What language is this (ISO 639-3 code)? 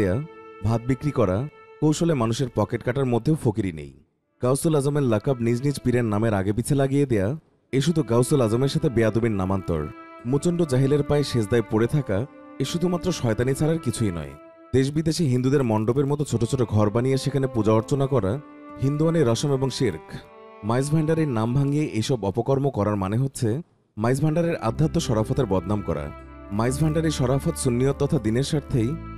ben